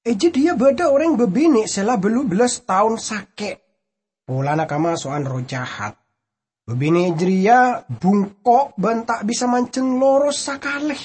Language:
Madurese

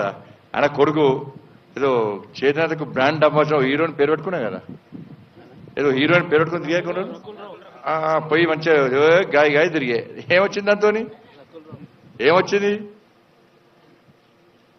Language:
Telugu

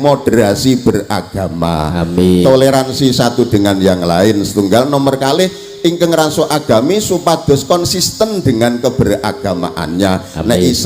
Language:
Javanese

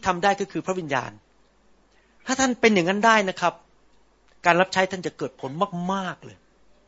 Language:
Thai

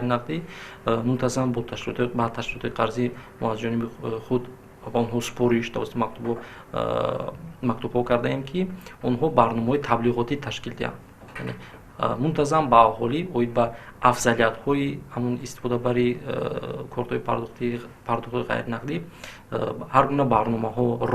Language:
Tajik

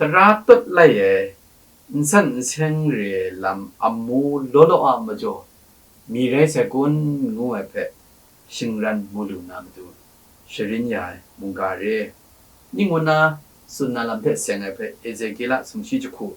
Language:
Kachin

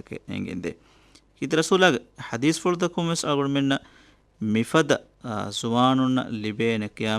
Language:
Divehi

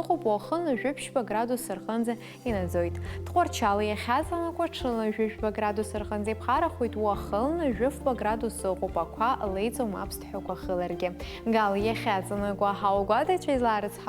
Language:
Abkhazian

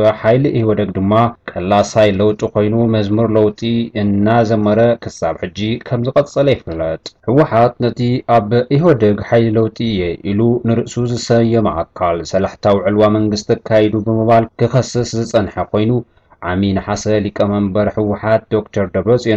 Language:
Tigrinya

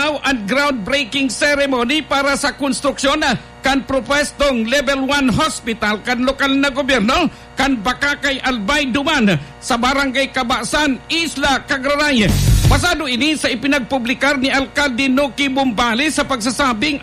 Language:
Bikol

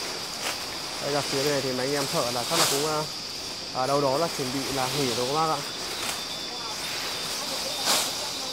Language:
Vietnamese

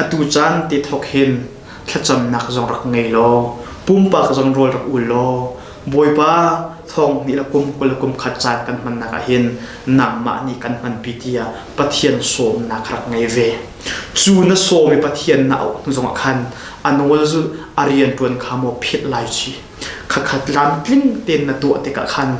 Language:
Hakha Chin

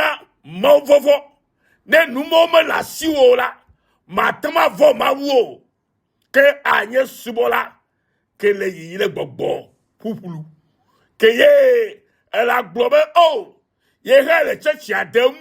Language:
Ewe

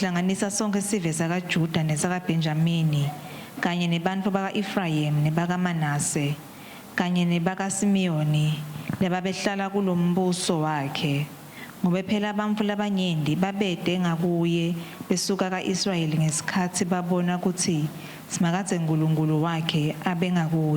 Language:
Swati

